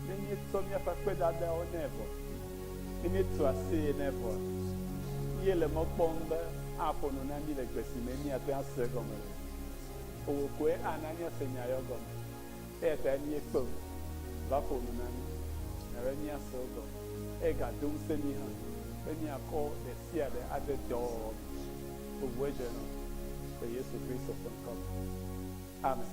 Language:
Ewe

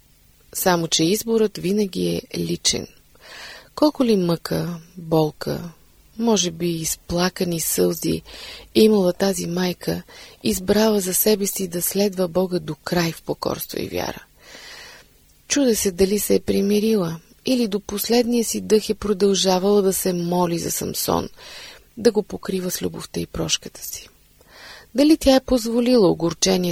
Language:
Bulgarian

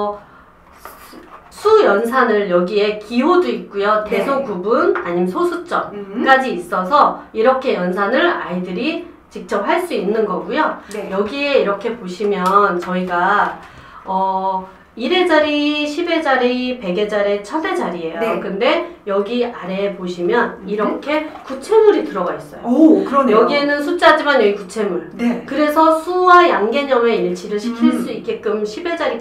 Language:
Korean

